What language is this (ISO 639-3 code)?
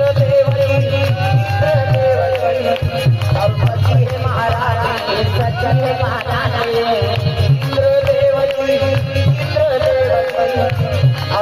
hne